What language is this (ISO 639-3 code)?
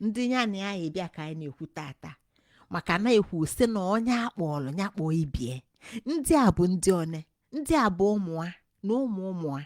ibo